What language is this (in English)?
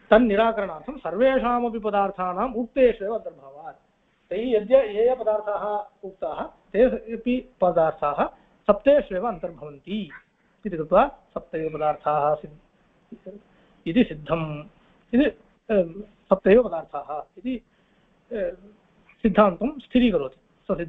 Sanskrit